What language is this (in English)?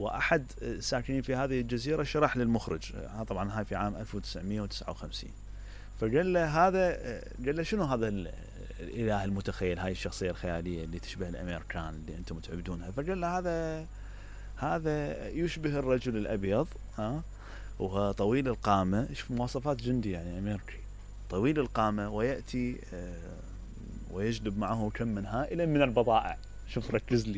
Mesopotamian Arabic